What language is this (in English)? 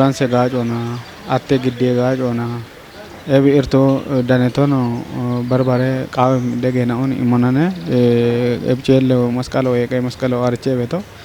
Kafa